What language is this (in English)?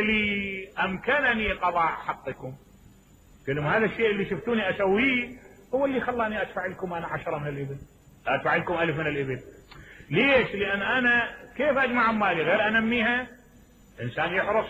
Mesopotamian Arabic